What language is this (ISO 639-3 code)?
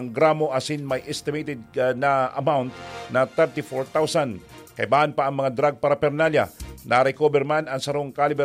bik